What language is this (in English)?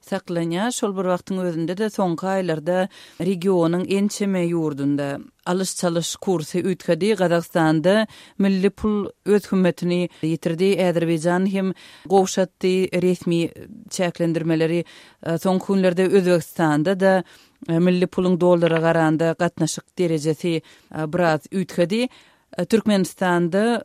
Turkmen